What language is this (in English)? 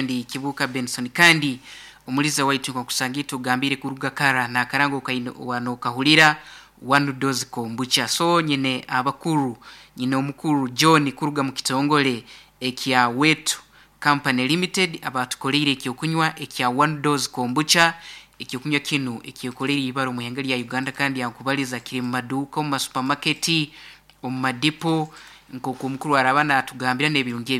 Nyankole